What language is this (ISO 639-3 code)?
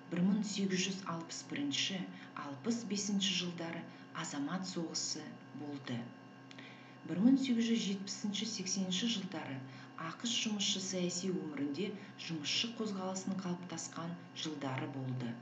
kaz